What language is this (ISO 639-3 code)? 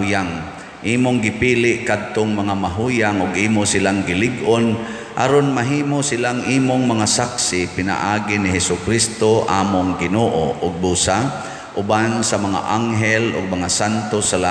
ceb